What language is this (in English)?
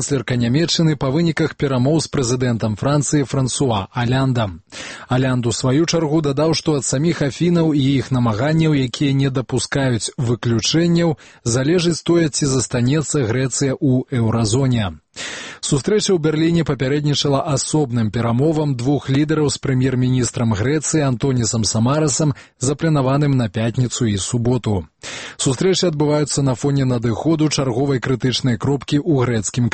Belarusian